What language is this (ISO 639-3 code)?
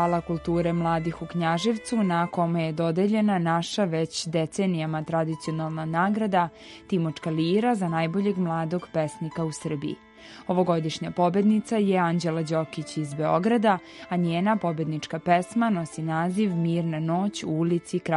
srp